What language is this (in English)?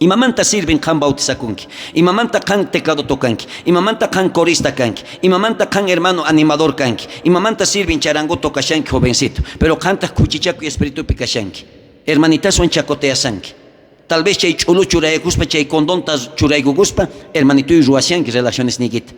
South Bolivian Quechua